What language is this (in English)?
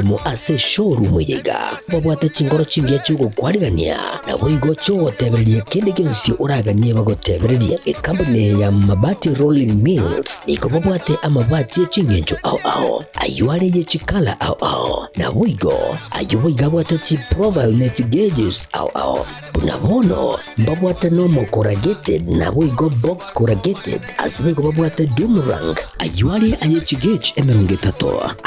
Gusii